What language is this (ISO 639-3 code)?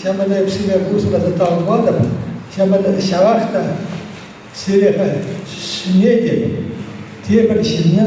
chv